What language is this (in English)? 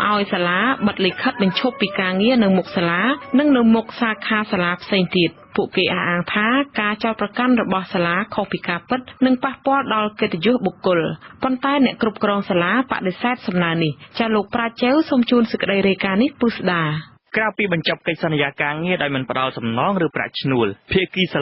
Khmer